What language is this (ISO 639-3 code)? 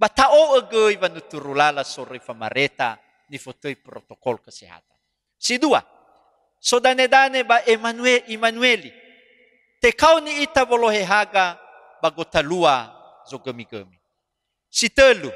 nia